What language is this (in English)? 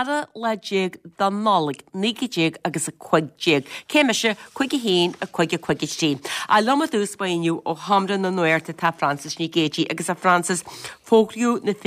Irish